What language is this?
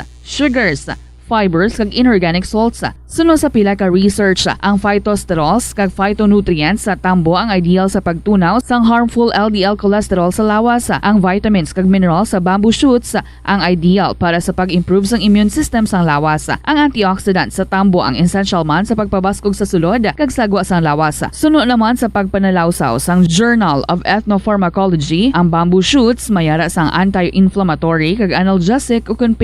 Hiligaynon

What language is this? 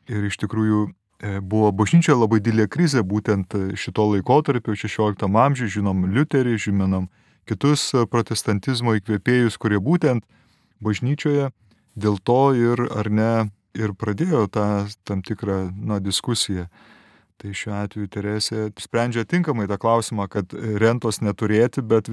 Lithuanian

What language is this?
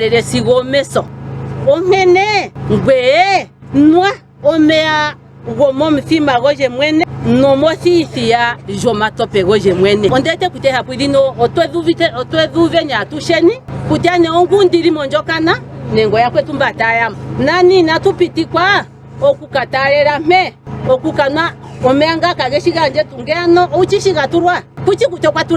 Ndonga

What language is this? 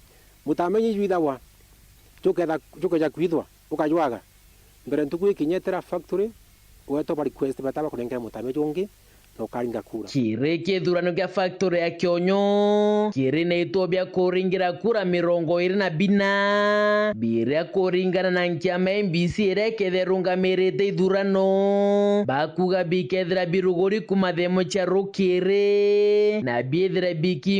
Meru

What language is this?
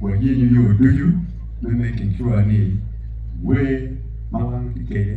Acoli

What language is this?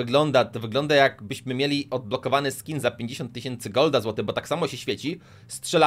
Polish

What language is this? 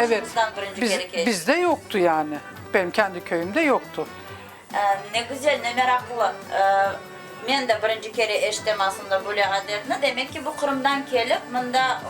Crimean Tatar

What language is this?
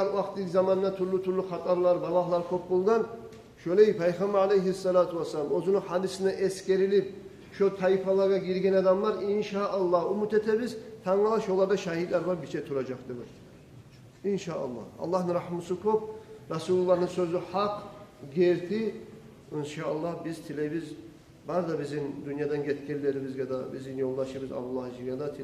Kumyk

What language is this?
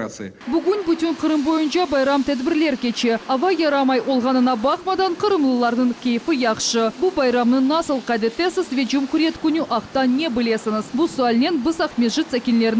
Crimean Tatar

